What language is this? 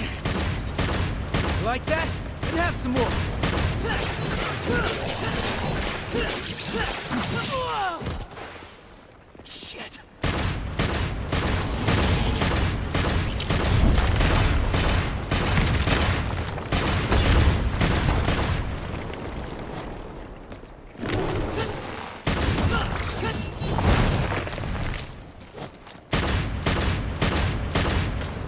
English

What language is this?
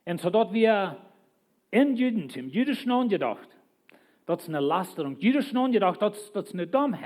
Plautdietsch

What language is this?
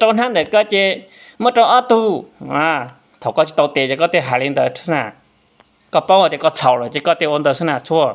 Hmong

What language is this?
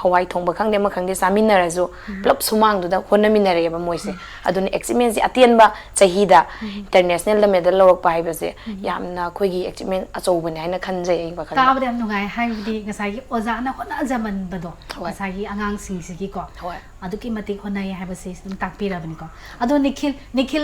Manipuri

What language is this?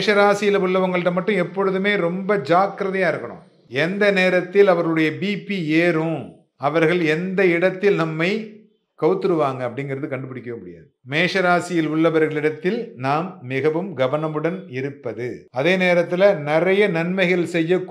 Tamil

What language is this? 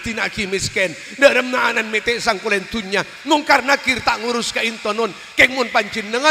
Madurese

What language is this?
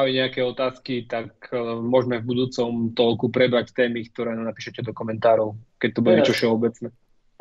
Slovak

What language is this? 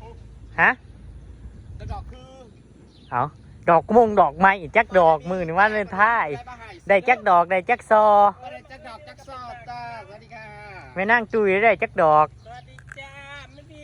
Northeastern Thai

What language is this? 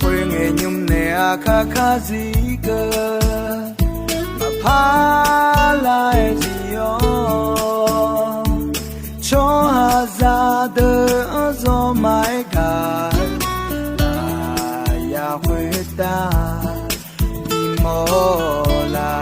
Akha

